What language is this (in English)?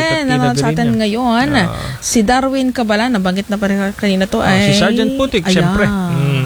Filipino